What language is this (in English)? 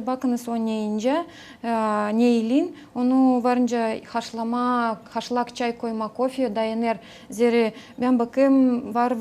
Gagauz